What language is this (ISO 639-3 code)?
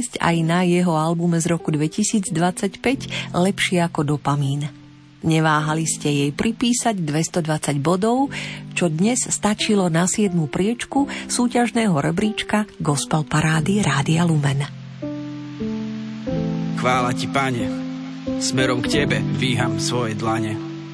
slk